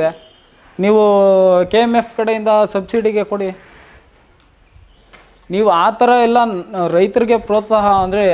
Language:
Kannada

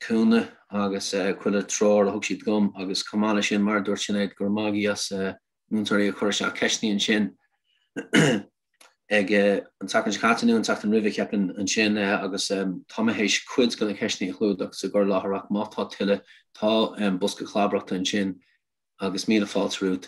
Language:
Irish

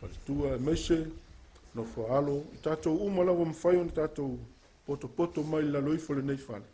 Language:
Samoan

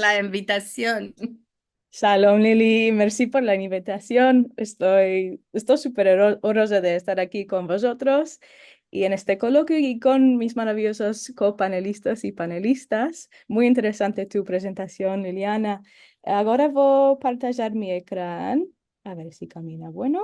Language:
Ladino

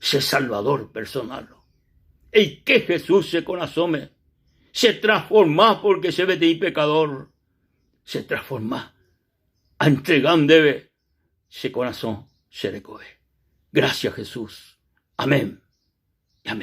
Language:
Guarani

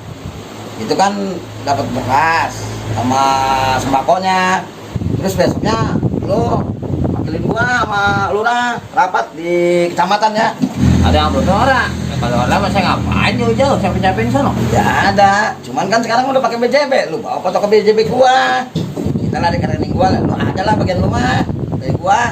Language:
Betawi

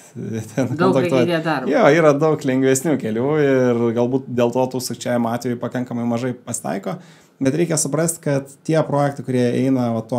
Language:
Lithuanian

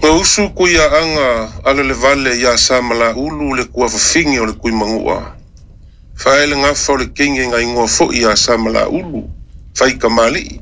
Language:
Samoan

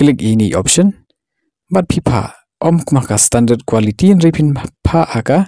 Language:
Khasi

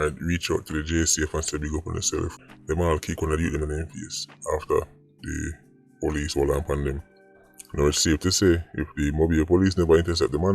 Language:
Jamaican Creole English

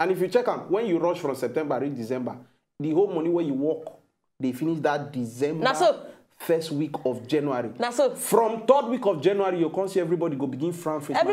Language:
Nigerian Pidgin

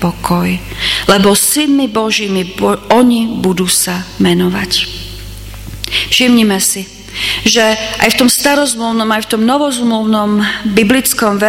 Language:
Slovak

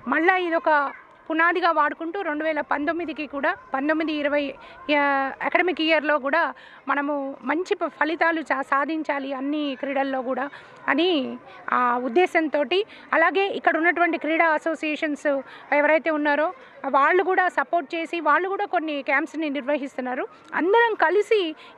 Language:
Telugu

